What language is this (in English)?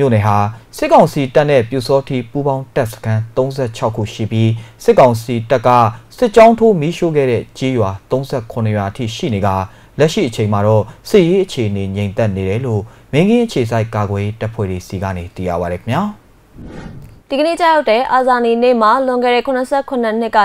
Burmese